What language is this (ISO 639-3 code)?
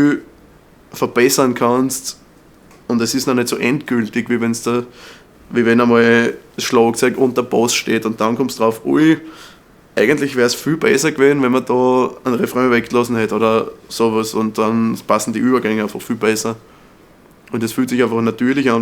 bar